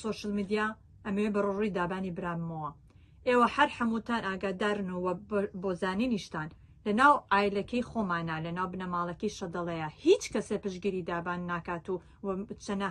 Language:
Central Kurdish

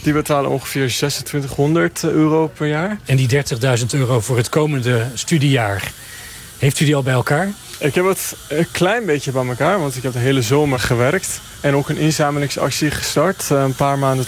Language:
Dutch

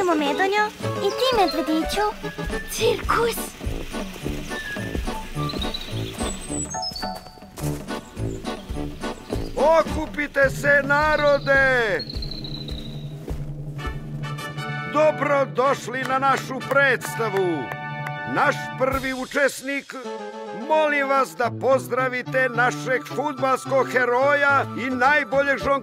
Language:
Serbian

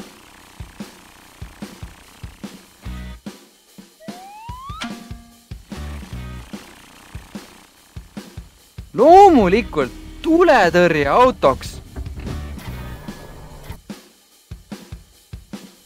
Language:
Estonian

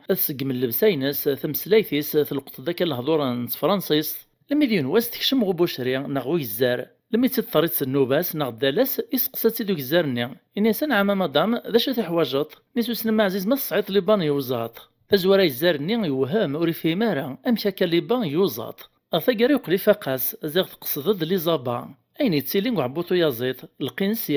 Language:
Kabyle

